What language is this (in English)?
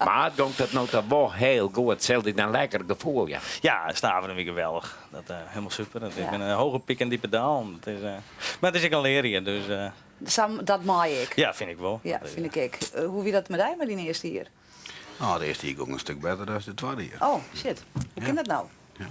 Western Frisian